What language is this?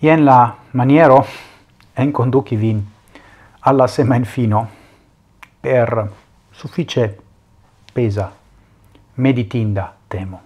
Esperanto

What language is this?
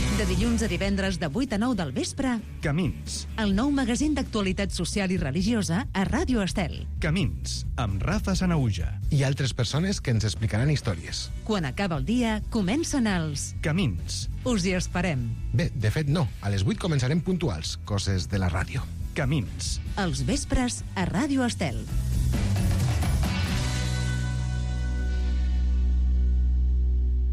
Catalan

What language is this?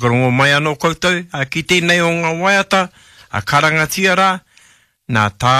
Māori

